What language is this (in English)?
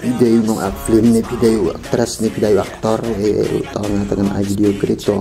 Khasi